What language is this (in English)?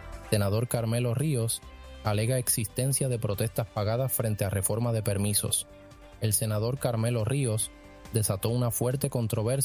Spanish